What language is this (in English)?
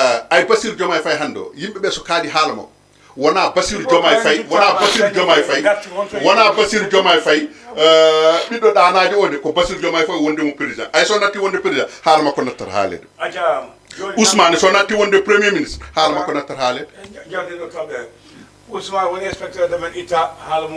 Fula